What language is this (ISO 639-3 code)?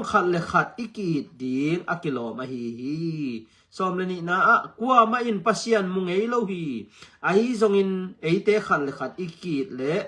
ctd